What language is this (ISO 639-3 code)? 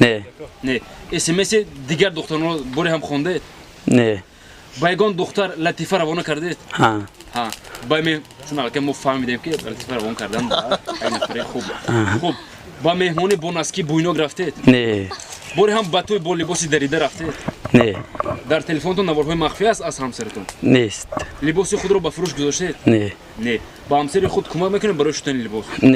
tgk